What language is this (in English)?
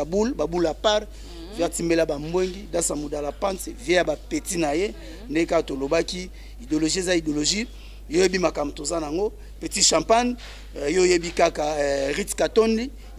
Lingala